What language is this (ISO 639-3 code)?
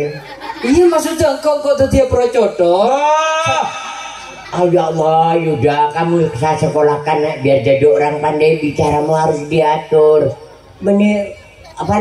mad